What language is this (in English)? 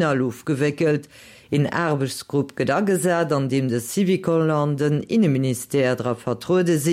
Luxembourgish